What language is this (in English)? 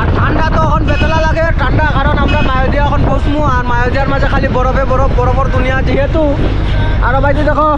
Sylheti